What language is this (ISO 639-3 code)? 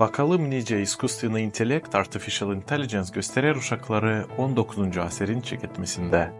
gag